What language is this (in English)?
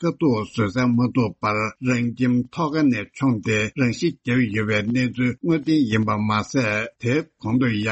Tibetan